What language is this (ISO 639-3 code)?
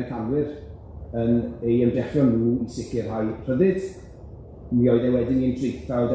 cym